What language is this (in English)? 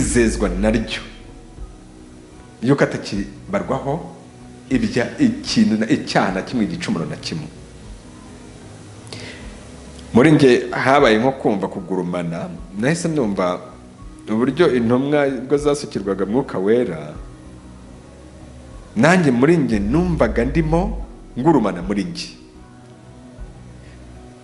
Kinyarwanda